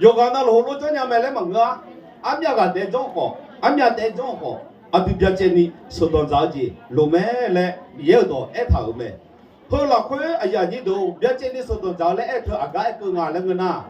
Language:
Akha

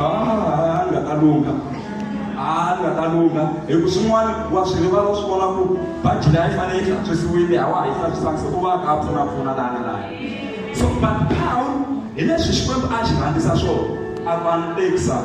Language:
Tsonga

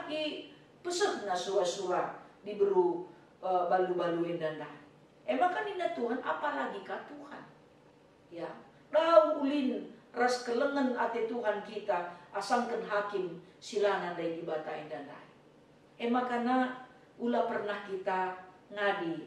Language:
Batak Karo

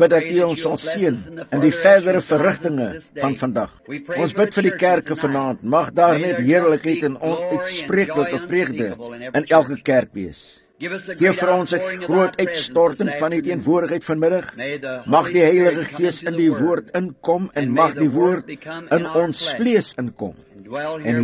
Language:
Afrikaans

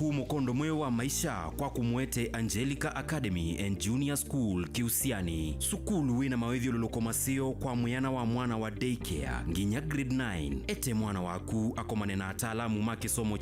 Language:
Kamba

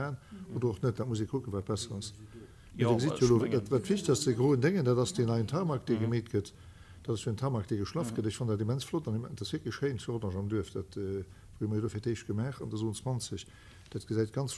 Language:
Luxembourgish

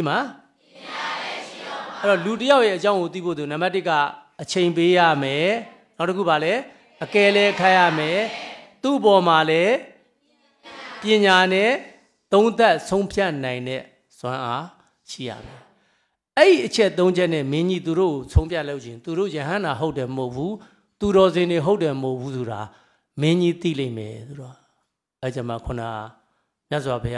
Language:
Burmese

